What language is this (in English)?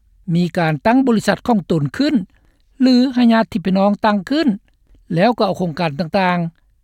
Lao